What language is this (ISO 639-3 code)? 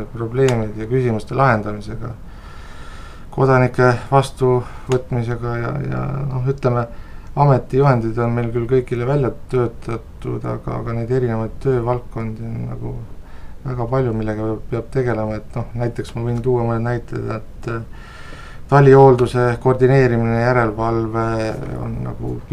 est